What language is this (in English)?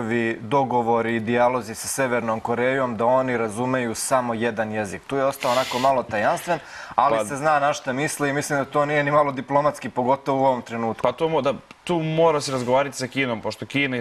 Serbian